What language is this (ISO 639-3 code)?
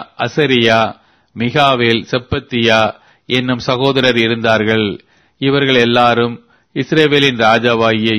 tam